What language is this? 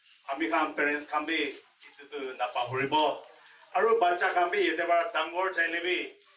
Naga Pidgin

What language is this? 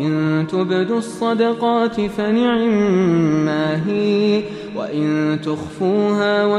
Arabic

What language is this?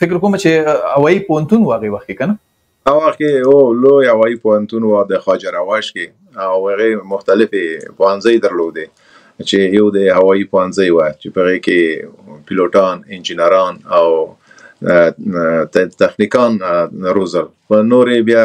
Pashto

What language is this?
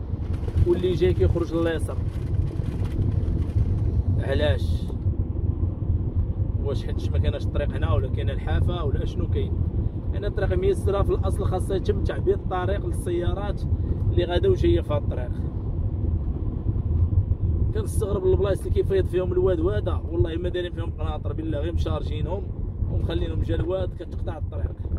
Moroccan Arabic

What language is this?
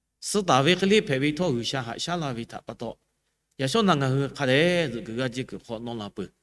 Lahu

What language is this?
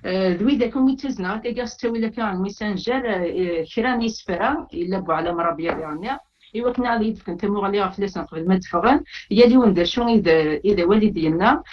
Kabyle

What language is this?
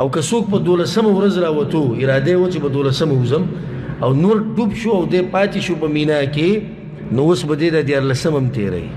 Pashto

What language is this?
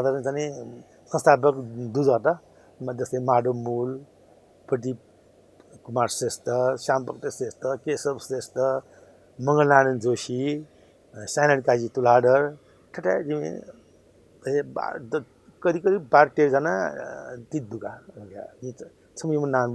Newari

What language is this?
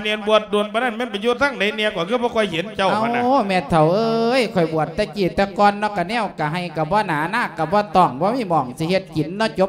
Lao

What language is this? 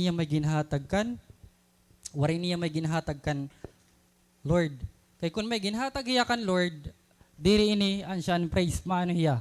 Waray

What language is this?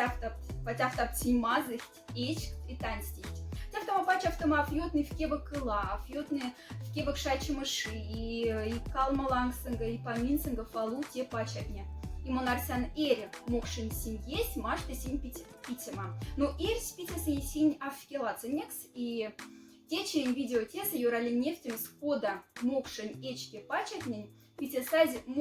Moksha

